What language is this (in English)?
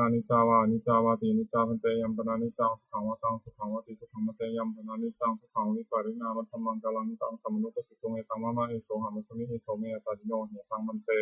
Pali